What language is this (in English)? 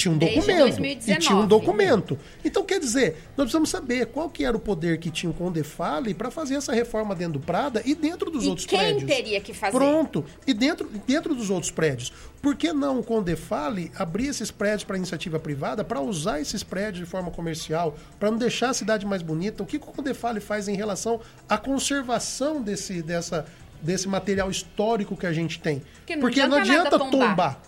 Portuguese